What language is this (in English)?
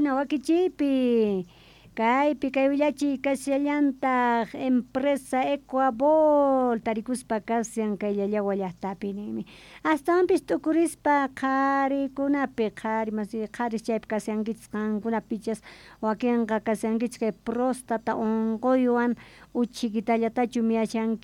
South Bolivian Quechua